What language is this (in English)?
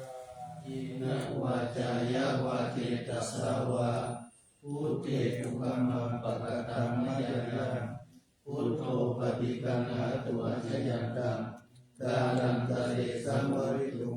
Pali